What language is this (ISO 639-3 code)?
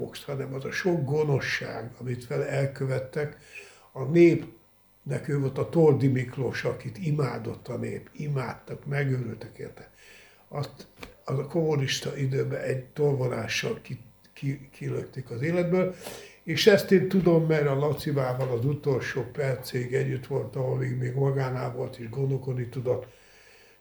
hun